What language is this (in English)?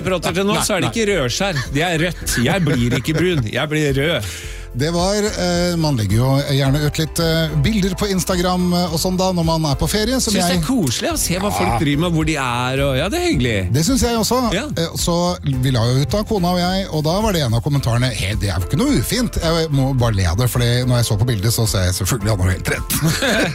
Norwegian